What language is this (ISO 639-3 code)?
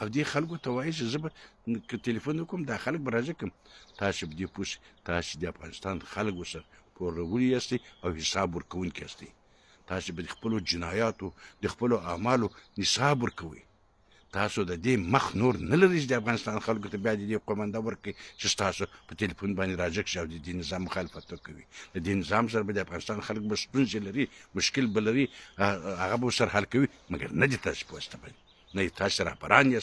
pus